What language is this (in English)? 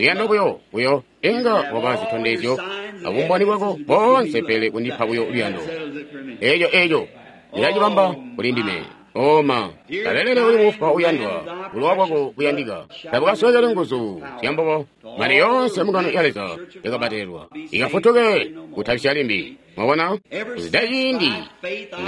Tonga (Zambia)